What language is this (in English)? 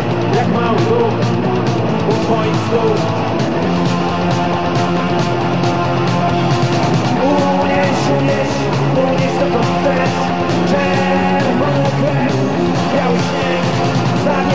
Polish